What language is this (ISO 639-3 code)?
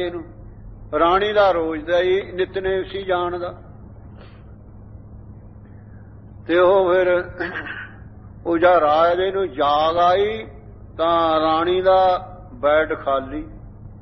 pan